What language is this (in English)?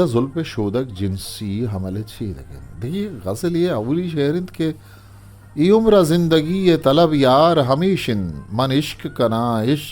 Eastern Balochi